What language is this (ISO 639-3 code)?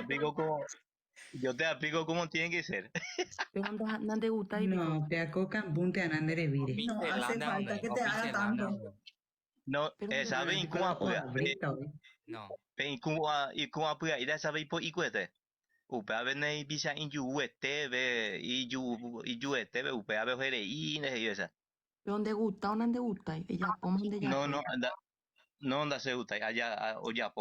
grn